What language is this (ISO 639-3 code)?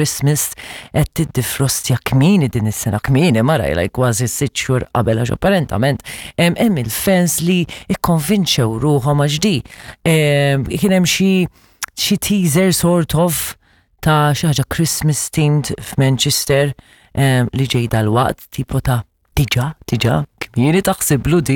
mlt